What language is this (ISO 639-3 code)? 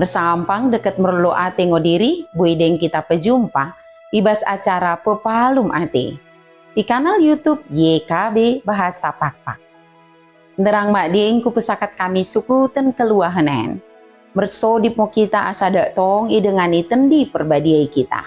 btd